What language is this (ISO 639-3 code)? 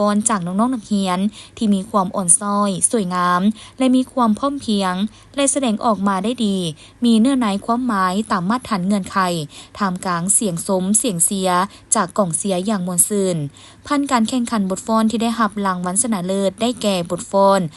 lao